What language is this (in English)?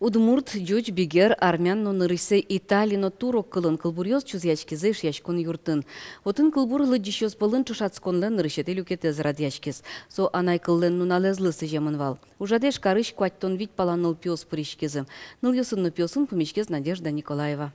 Udmurt